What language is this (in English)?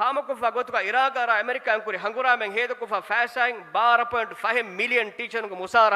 Divehi